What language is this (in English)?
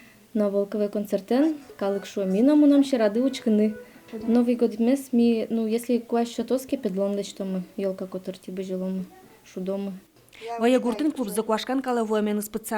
Udmurt